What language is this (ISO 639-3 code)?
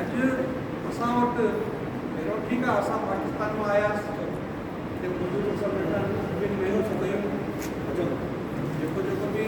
snd